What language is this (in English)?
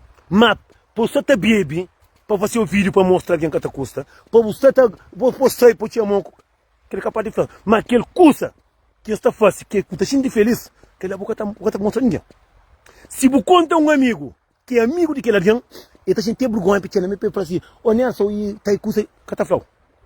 Kabuverdianu